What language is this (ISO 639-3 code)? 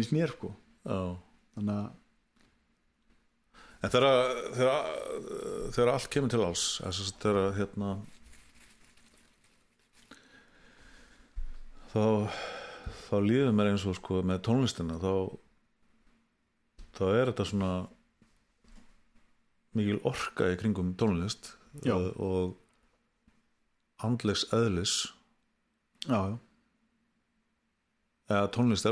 isl